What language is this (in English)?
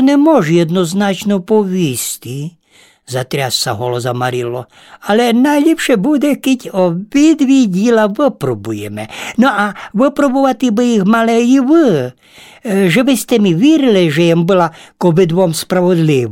Rusyn